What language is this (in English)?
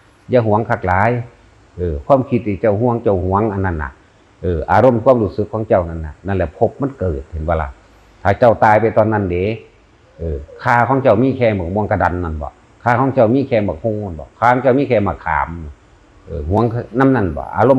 Northeastern Thai